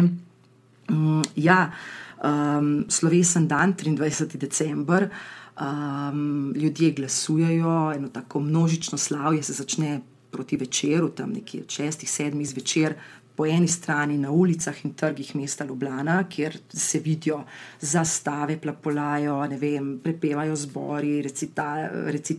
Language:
Slovenian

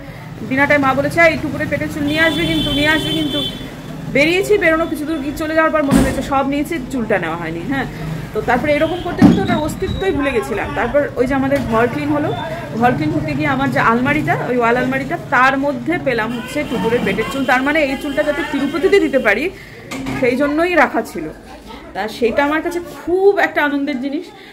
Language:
Bangla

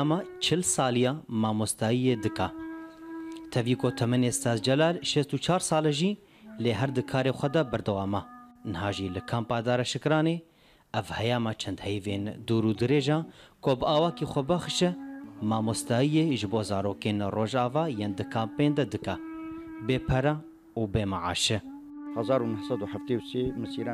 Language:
Kurdish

